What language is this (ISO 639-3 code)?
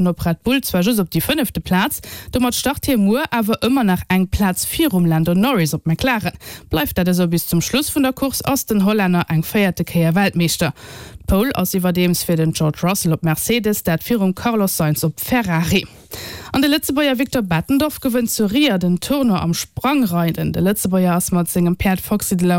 ltz